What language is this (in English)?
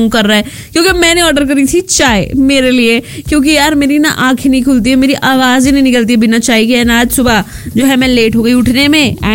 Hindi